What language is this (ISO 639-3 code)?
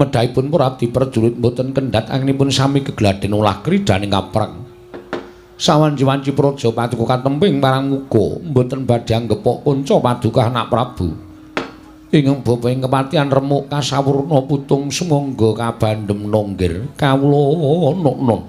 jav